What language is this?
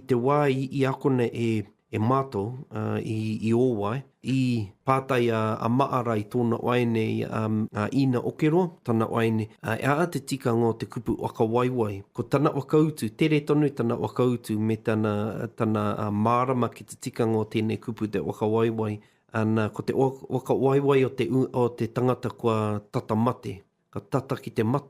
Māori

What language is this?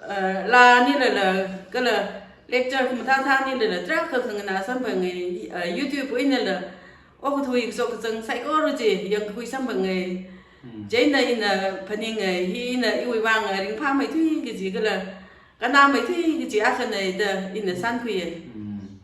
Tangkhul Naga (India)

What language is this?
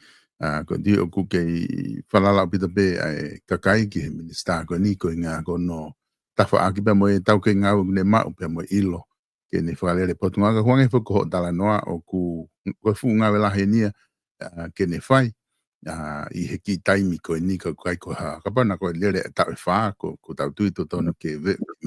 Tongan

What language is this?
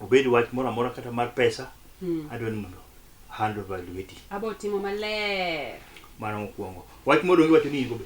Luo (Kenya and Tanzania)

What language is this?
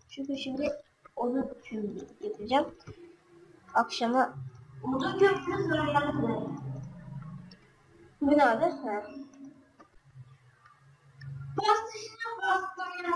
Turkish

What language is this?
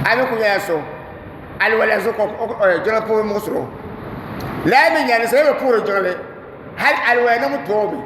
Dagbani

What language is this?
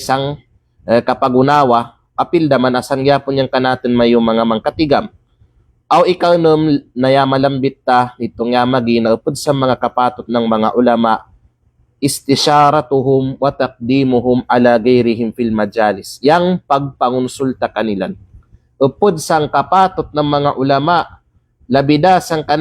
Kalagan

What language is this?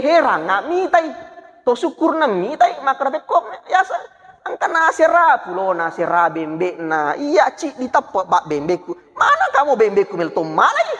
Buginese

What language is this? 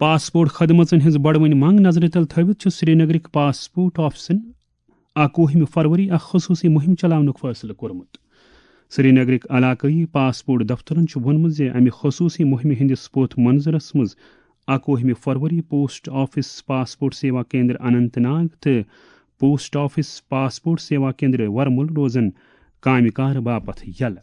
Kashmiri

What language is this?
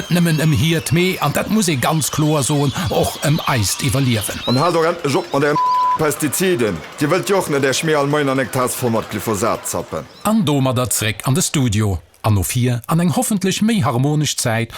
Luxembourgish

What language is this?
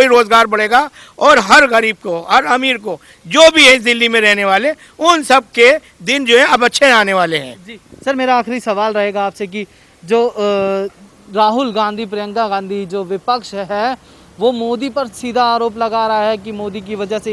Hindi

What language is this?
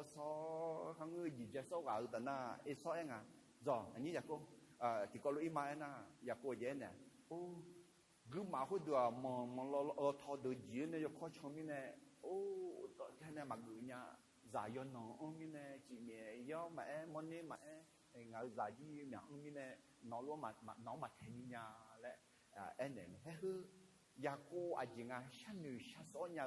Akha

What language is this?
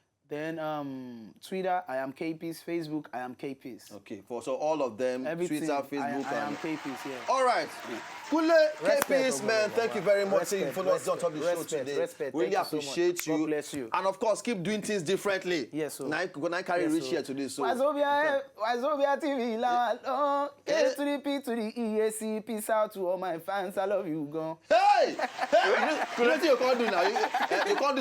Nigerian Pidgin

